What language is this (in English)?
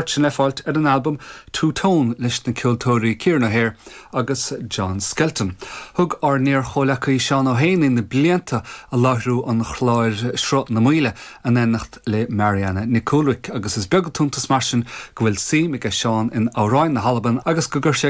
Irish